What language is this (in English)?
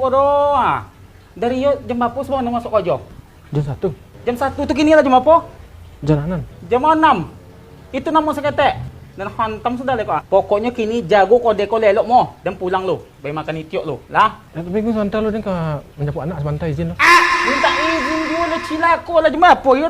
Minangkabau